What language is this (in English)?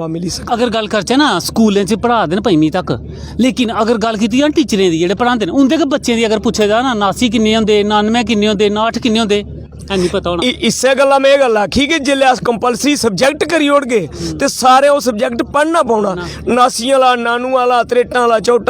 Dogri